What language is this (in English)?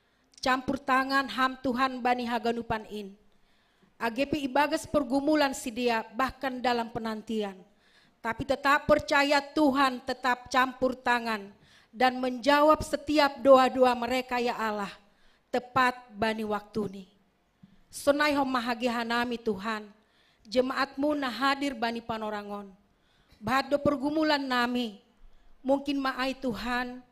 Batak Simalungun